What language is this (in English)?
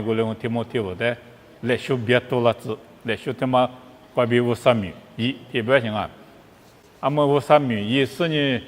Lisu